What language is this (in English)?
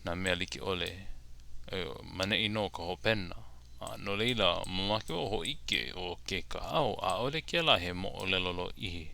Hawaiian